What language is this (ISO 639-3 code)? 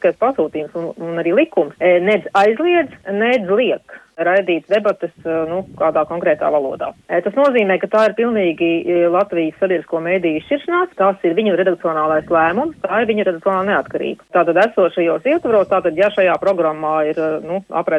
lav